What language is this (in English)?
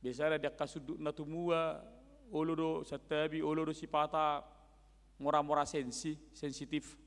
Batak Toba